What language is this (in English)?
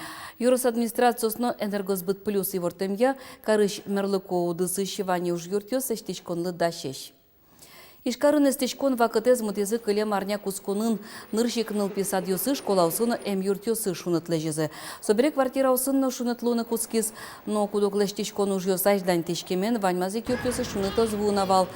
Udmurt